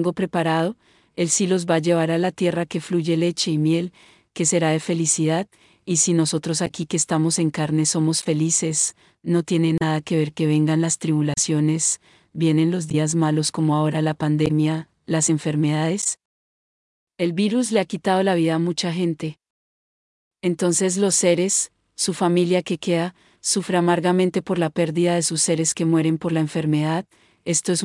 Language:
Spanish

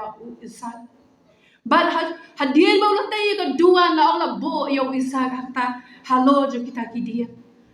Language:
Khasi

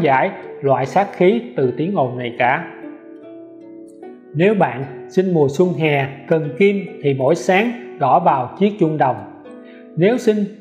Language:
Vietnamese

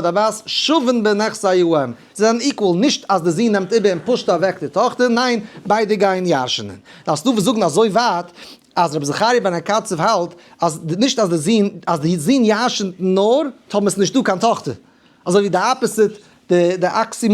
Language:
Yiddish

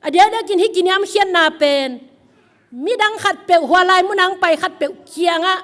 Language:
Tedim Chin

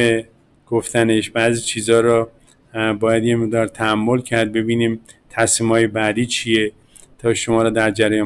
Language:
Persian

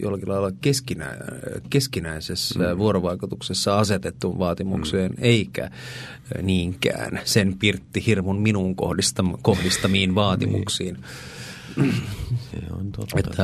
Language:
Finnish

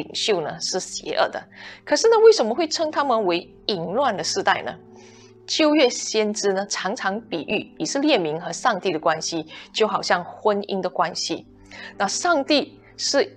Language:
Chinese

